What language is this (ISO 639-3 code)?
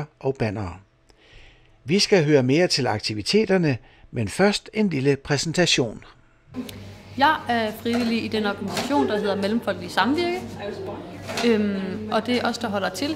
dan